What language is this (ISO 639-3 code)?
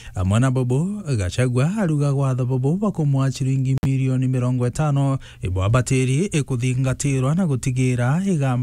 mer